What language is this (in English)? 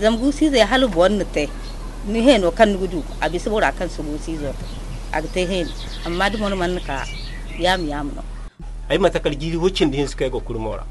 Zarma